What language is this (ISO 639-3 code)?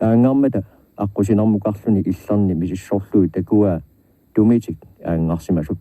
kal